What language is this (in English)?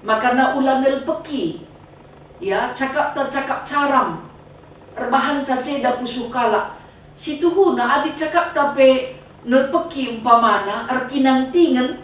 Batak Karo